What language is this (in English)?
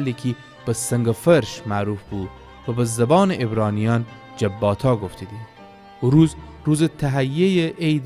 Gilaki